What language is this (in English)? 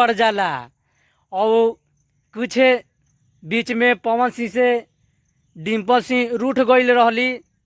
Bhojpuri